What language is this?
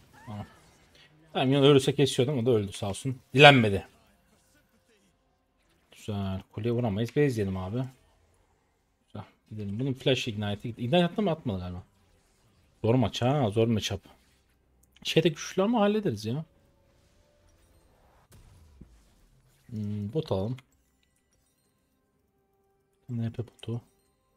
Turkish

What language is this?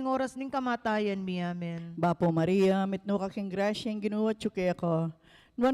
Pampanga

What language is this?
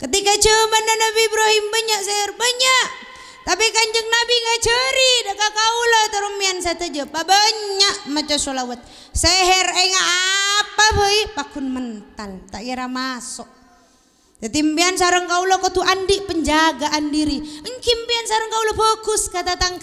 Madurese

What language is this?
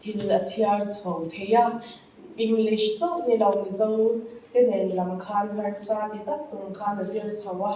Mizo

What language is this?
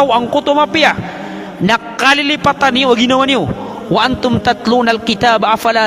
Maranao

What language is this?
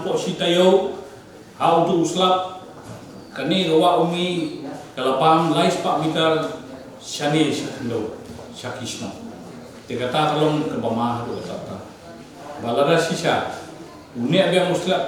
Khasi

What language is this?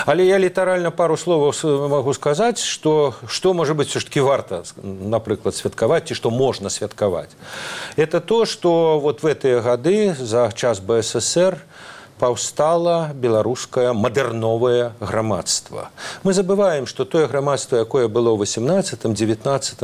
Belarusian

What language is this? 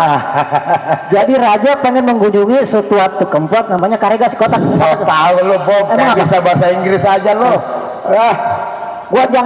Betawi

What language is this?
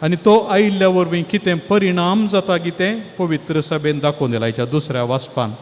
Konkani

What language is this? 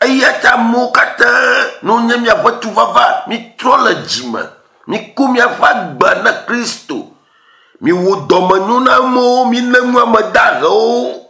Ewe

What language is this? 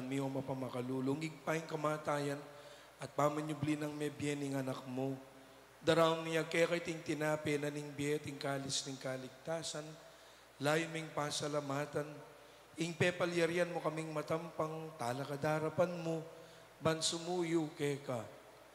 Pampanga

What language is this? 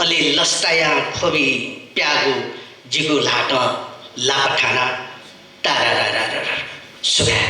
Newari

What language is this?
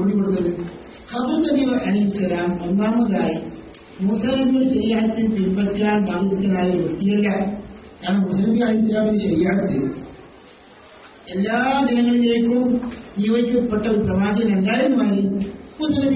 Malayalam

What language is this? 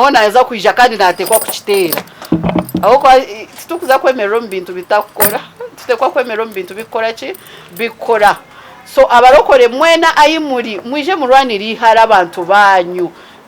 Nyankole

